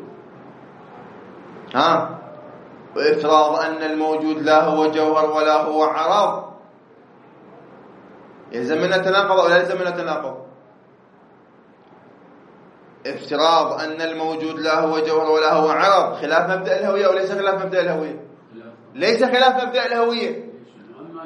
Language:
Arabic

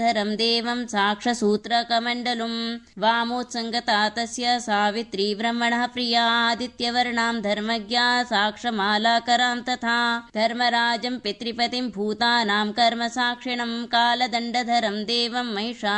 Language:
Sanskrit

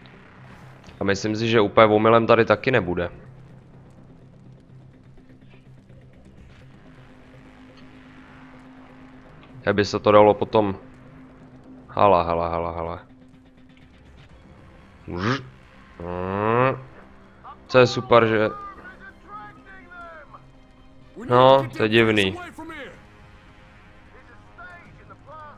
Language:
Czech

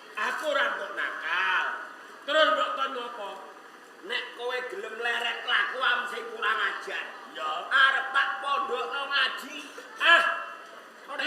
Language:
Javanese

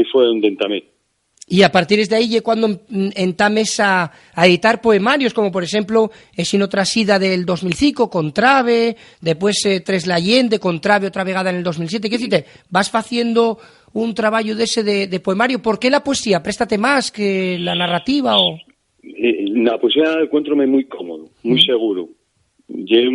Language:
Asturian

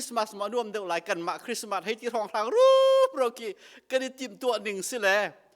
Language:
Hakha Chin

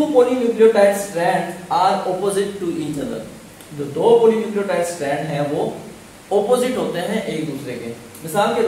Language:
Hindi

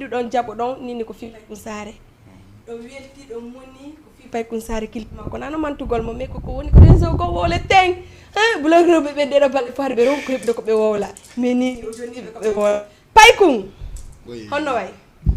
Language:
Fula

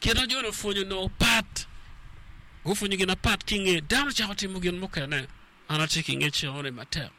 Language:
Acoli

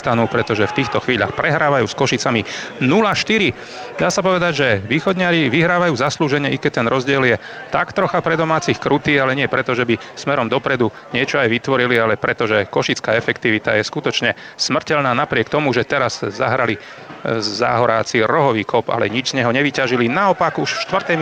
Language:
Slovak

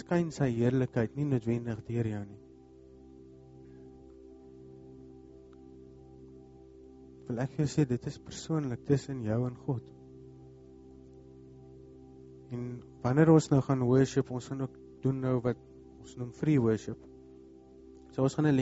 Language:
Afrikaans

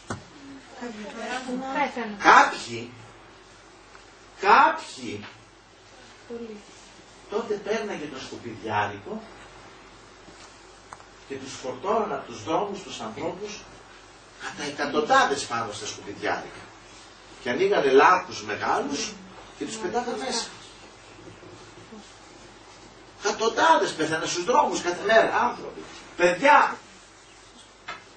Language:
Greek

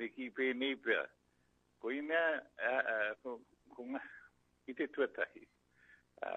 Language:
Māori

